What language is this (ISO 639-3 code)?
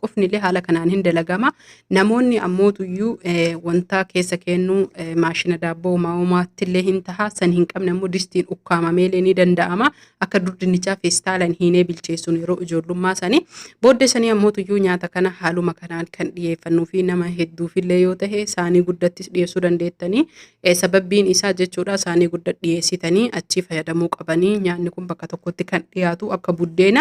orm